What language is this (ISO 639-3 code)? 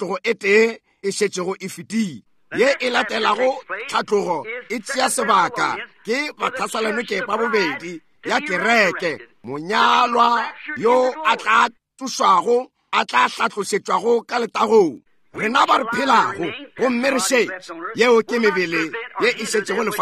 nso